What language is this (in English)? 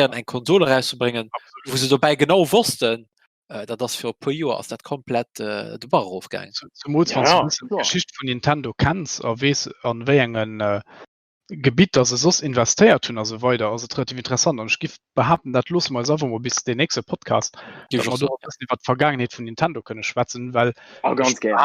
Luxembourgish